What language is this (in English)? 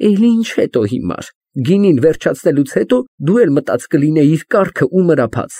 Armenian